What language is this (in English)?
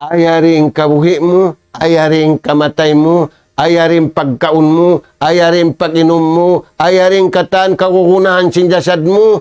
Tausug